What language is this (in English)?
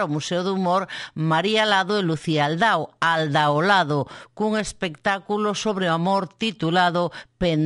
Galician